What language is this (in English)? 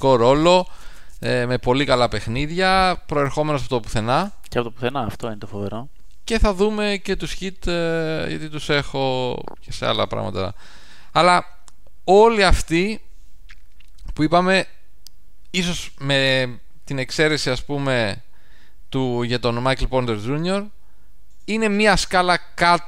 Greek